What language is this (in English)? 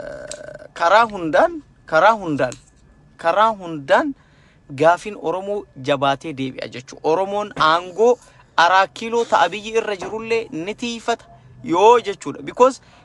Oromo